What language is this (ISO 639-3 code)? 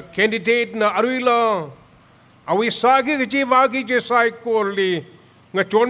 nmf